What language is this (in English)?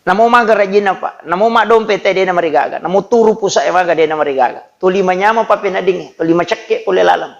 Buginese